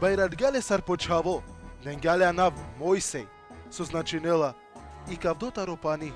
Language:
Balkan Romani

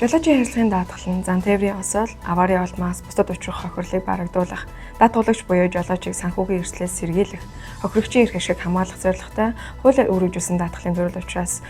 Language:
Mongolian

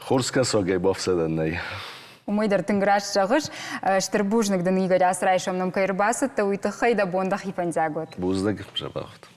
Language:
Ossetic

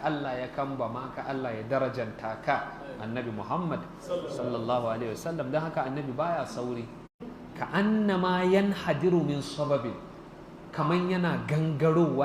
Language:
Hausa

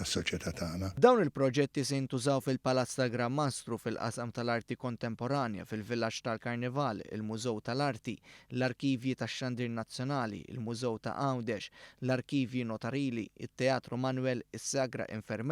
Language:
Maltese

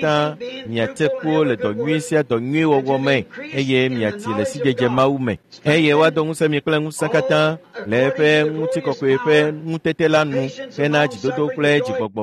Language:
Ewe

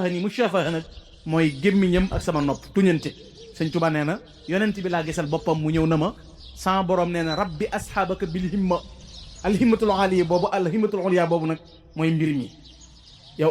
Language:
Wolof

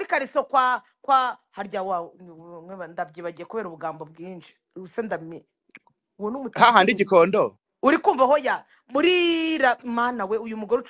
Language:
Kinyarwanda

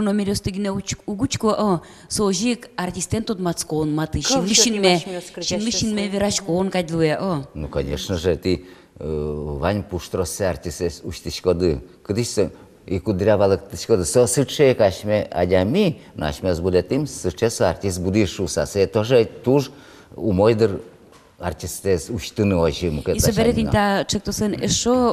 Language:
Udmurt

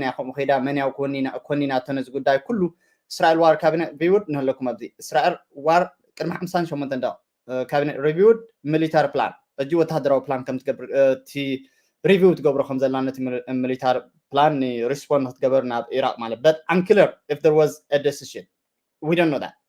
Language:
Tigrinya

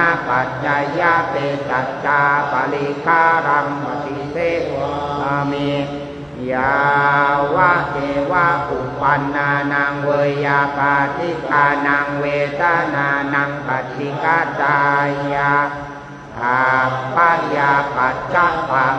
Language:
Pali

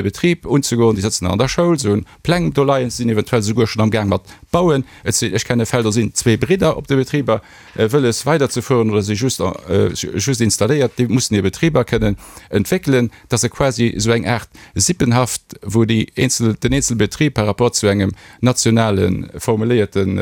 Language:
Luxembourgish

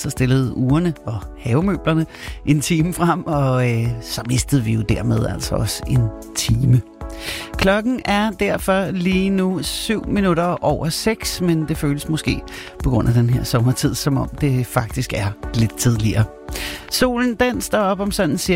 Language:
Danish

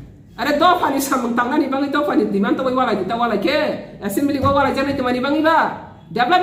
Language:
Kok Borok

